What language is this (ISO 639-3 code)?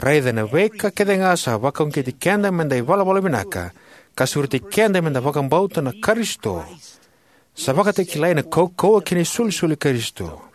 fij